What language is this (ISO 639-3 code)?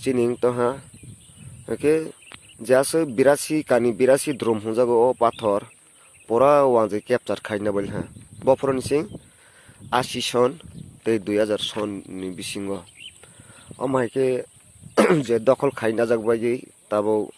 ria